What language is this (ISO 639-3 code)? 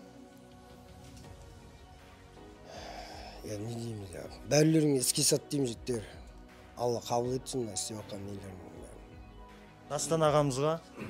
kaz